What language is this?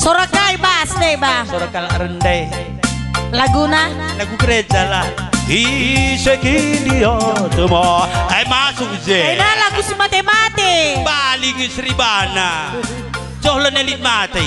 Batak Karo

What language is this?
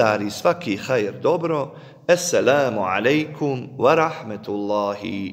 Bosnian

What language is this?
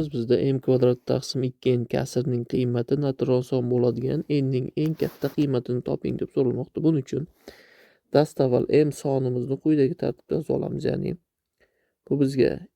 Uzbek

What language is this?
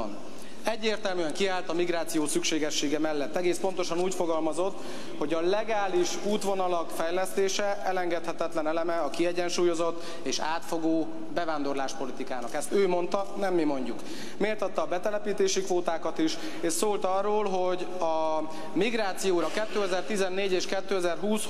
Hungarian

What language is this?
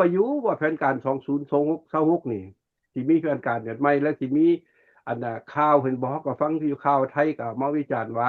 Lao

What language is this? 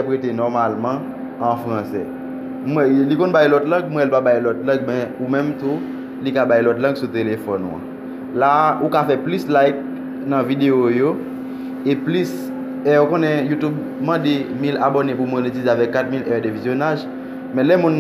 Haitian Creole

